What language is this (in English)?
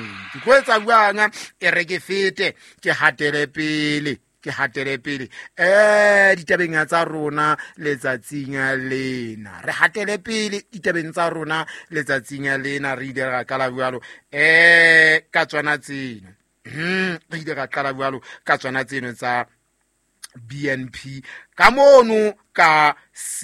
Southern Sotho